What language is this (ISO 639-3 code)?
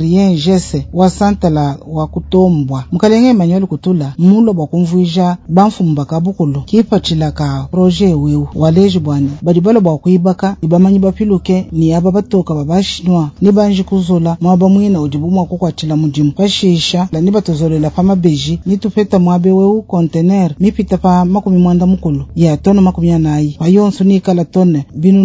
lua